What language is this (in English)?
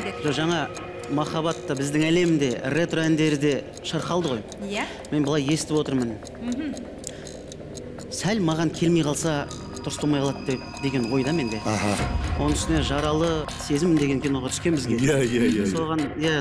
Kazakh